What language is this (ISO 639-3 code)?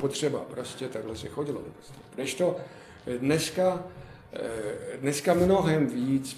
ces